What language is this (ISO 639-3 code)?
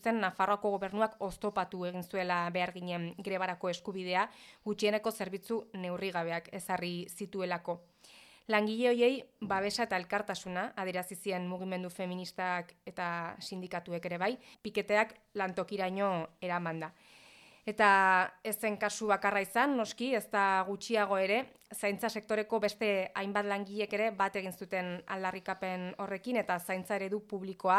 eus